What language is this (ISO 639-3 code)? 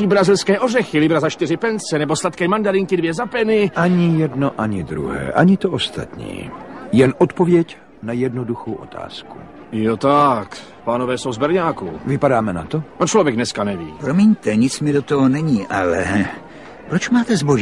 ces